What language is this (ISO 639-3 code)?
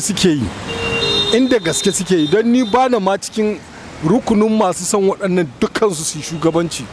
hau